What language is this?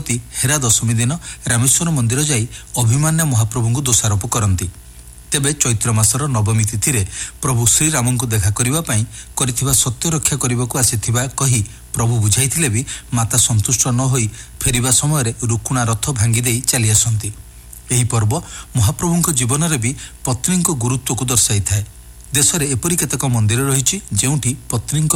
Odia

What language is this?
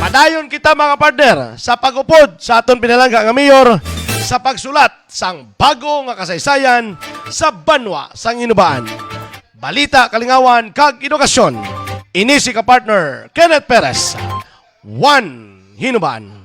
Hiligaynon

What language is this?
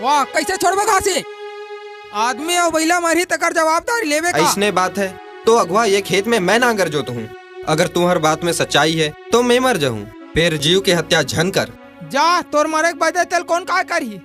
Chhattisgarhi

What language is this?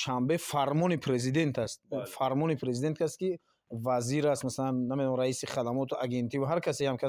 Tajik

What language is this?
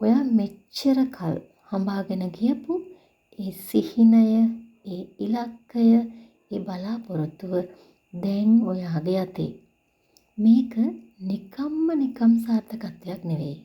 Sinhala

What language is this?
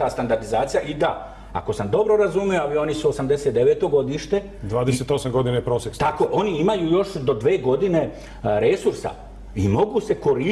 Serbian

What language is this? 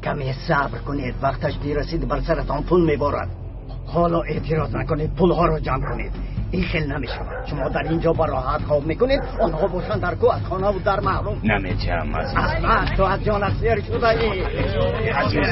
Tajik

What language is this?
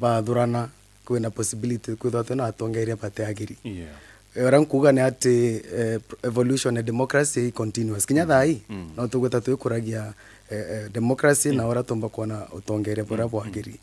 Meru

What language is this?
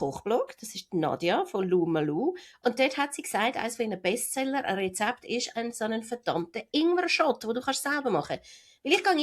Swiss German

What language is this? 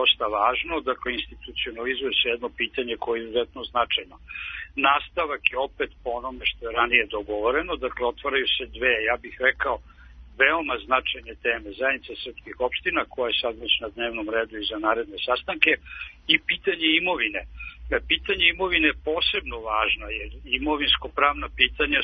Serbian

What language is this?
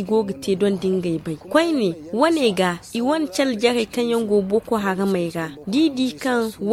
Zarma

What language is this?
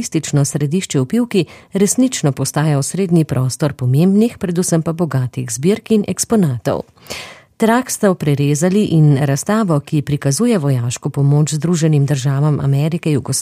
Slovenian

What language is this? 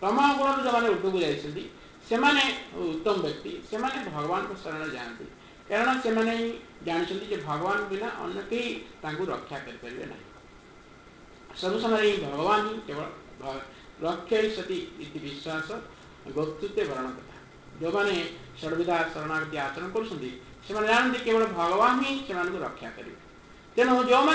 Odia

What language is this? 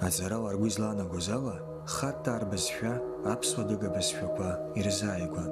Abkhazian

